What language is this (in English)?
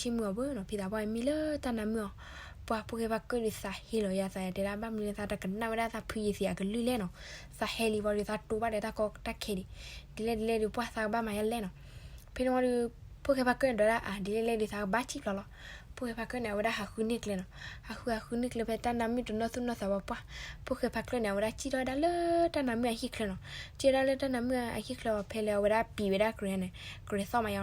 S'gaw Karen